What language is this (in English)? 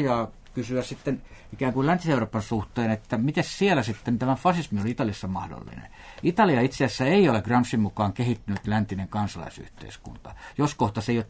Finnish